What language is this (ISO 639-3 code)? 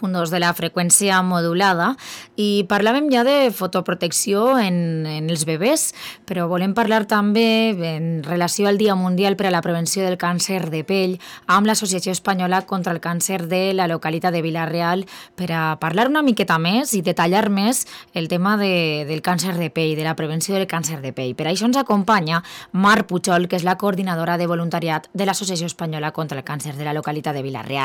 cat